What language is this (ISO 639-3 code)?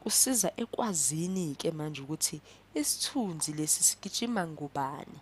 zul